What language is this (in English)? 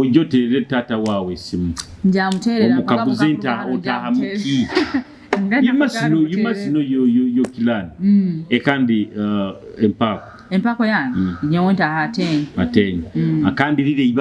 Nyoro